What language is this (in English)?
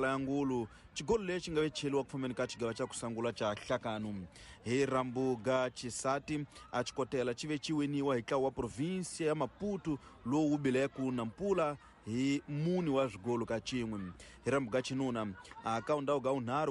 Tsonga